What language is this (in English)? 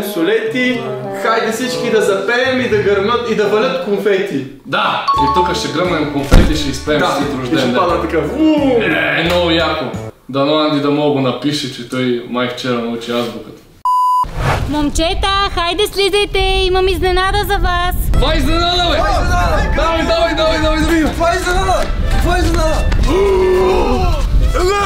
Bulgarian